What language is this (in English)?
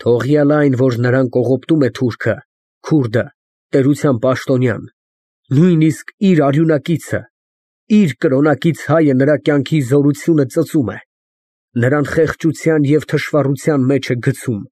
Armenian